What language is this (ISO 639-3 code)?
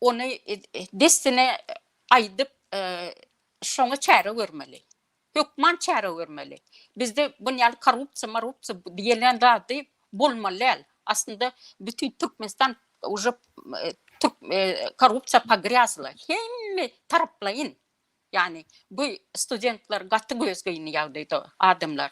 tuk